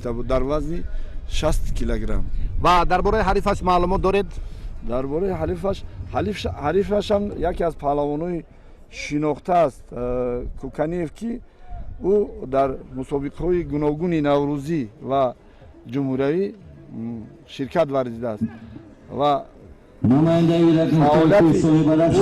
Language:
Tajik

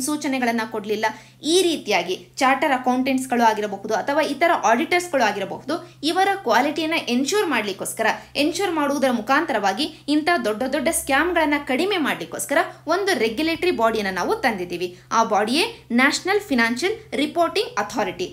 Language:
Kannada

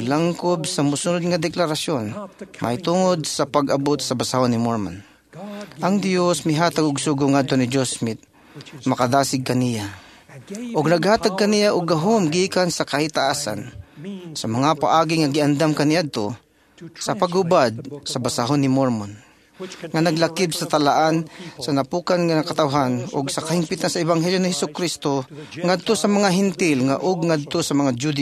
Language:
Cebuano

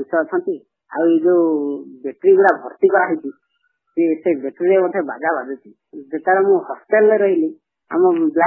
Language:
Odia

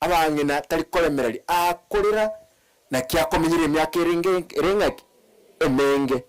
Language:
Gusii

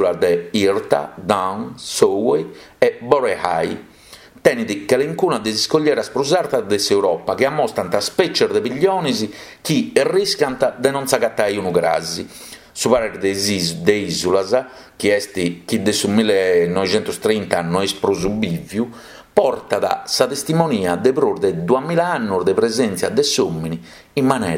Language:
Sardinian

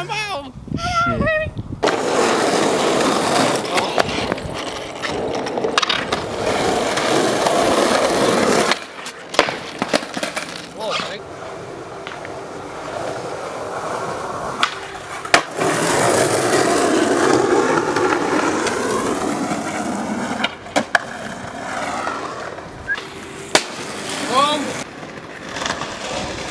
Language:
Icelandic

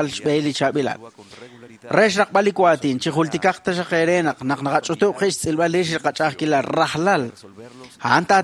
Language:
Kekchí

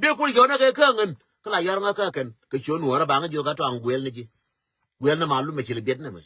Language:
Nuer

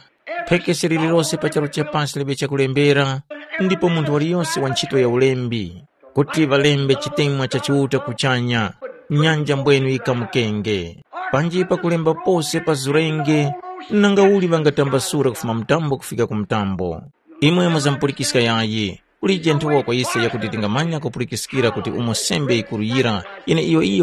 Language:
Tumbuka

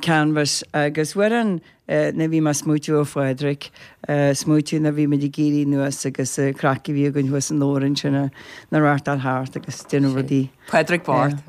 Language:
Irish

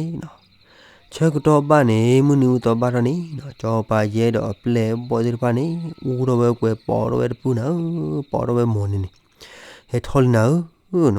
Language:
S'gaw Karen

